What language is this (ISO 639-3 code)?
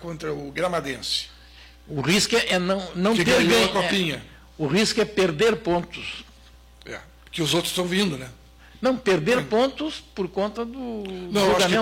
por